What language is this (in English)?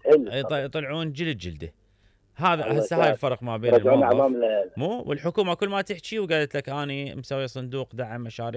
Mesopotamian Arabic